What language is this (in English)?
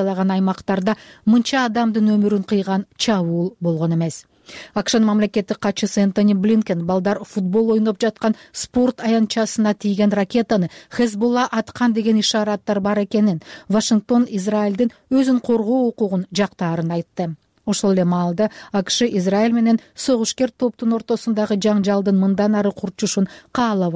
Kyrgyz